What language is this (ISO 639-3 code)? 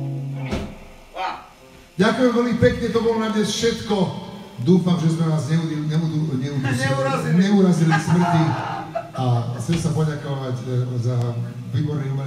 slk